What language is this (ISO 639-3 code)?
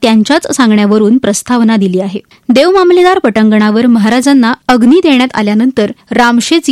mar